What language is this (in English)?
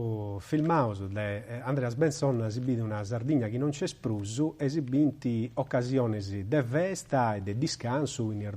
Sardinian